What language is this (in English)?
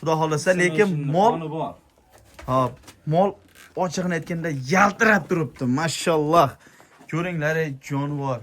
Uzbek